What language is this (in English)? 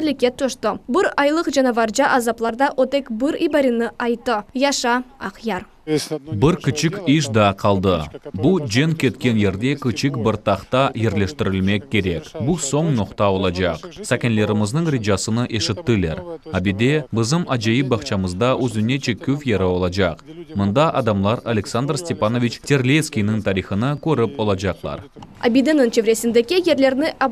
Crimean Tatar